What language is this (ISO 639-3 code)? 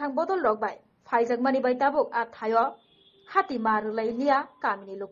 trp